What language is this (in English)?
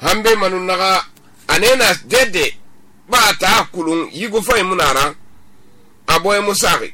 Susu